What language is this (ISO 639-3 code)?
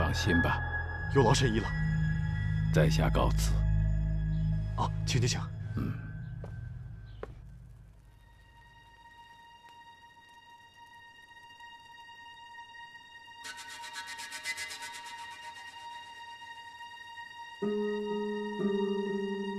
zho